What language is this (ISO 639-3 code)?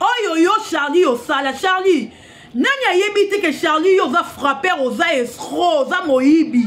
lin